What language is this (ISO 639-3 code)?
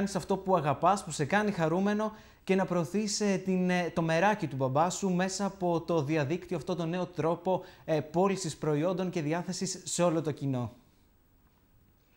ell